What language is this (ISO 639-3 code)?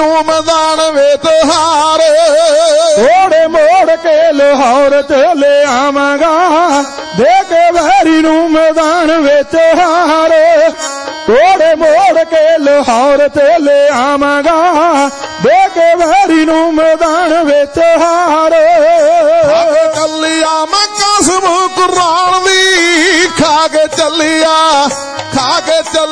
pan